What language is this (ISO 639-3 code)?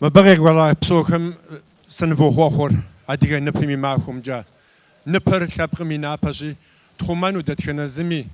kbd